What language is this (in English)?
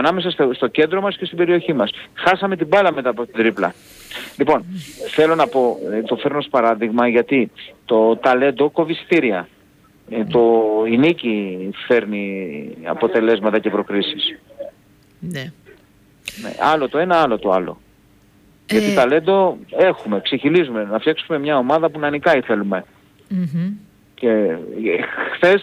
Greek